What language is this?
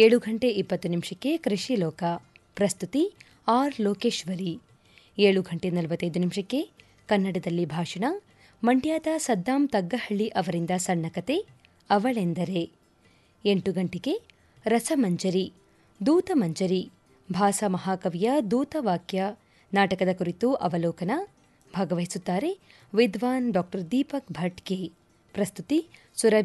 Kannada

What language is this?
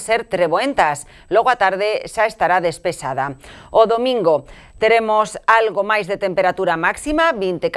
Galician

